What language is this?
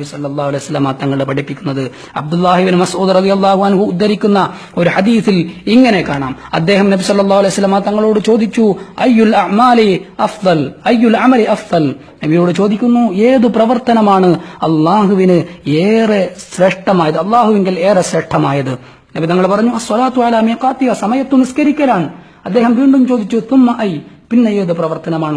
Malayalam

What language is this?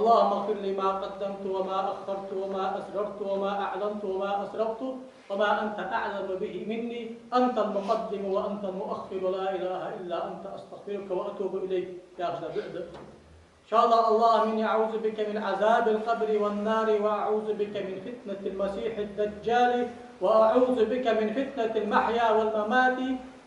Ingush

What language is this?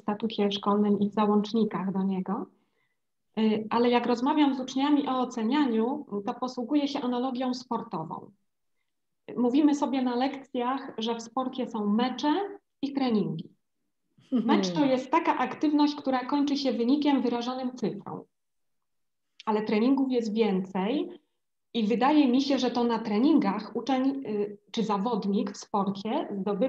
Polish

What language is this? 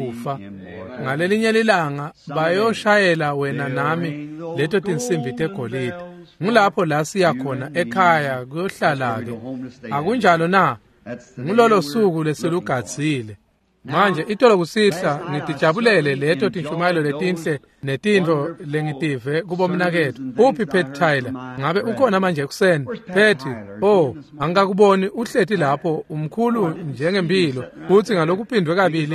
Swati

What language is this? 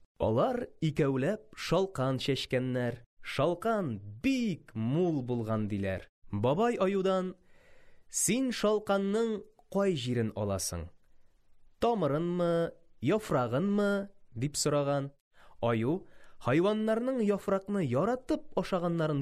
Tatar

